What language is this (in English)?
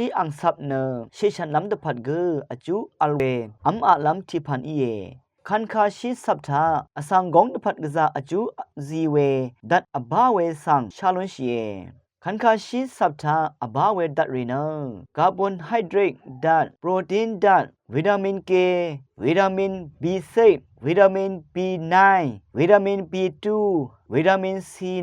Rawang